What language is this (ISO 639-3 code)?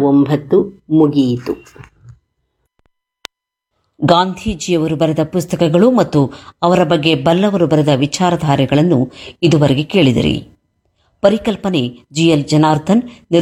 kan